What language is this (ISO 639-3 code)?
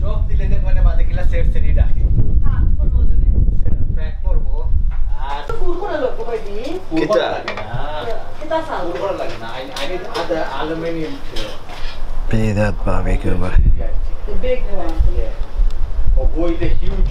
syl